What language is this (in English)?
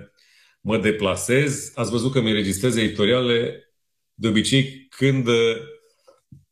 Romanian